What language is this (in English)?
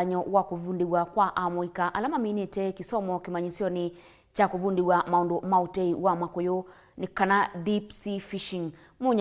Kamba